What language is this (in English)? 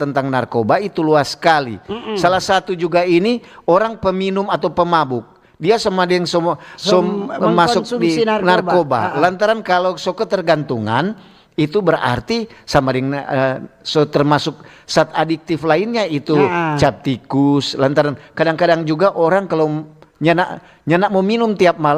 Manado Malay